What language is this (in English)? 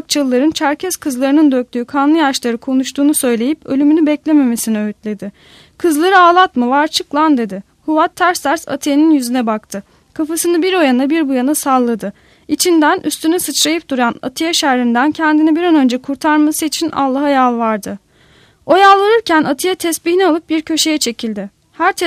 Turkish